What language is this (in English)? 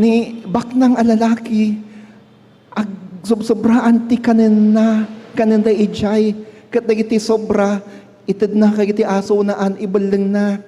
Iloko